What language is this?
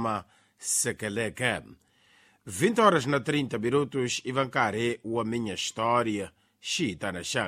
Tsonga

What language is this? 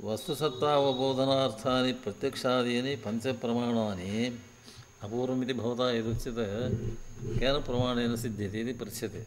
Sanskrit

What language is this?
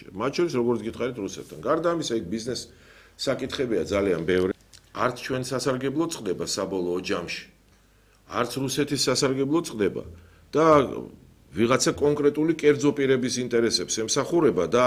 Georgian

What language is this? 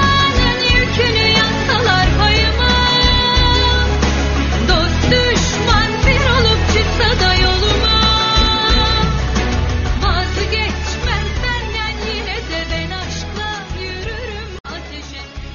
Turkish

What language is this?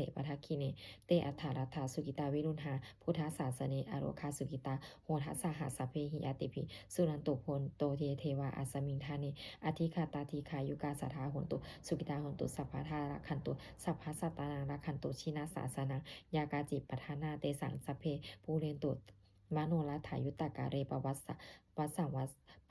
Pali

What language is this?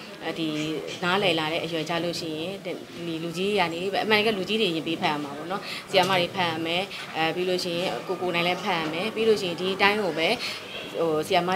Burmese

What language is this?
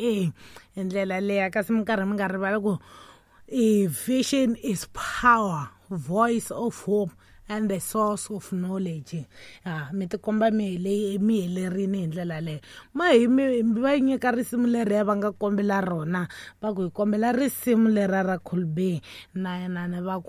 Tsonga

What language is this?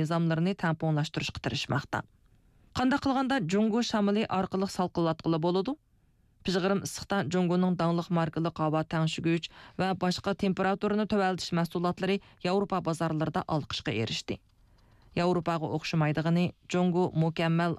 Uyghur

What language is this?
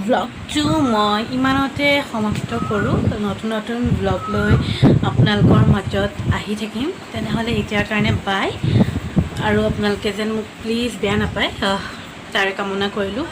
Assamese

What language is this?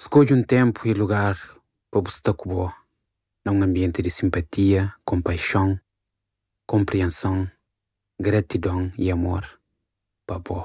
Kabuverdianu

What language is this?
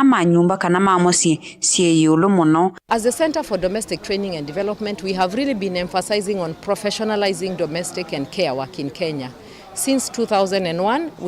Kamba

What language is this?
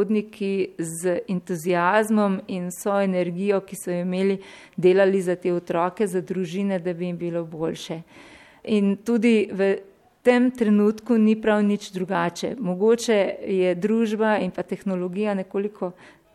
Slovenian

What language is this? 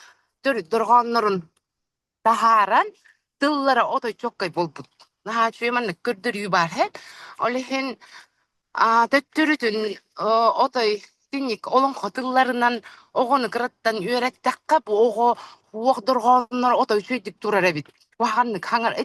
Yakut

